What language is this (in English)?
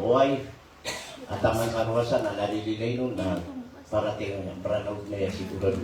Maranao